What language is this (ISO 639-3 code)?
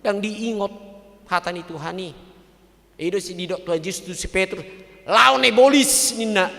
bbc